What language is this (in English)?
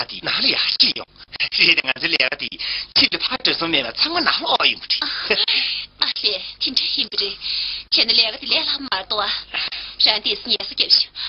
Tibetan